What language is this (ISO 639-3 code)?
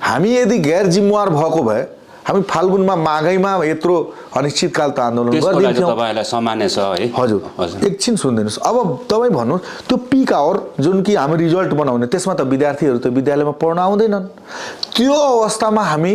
nep